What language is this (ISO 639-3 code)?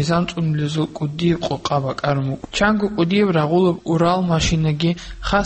ava